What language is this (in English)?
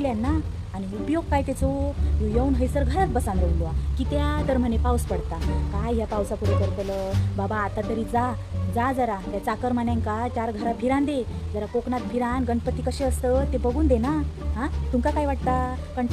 Konkani